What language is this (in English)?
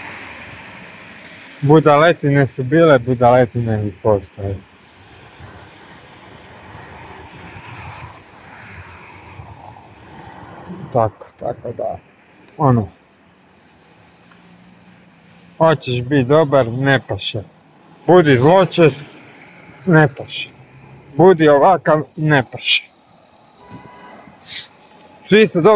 Croatian